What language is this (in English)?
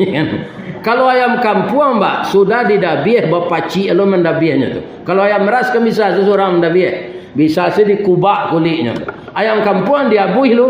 Minangkabau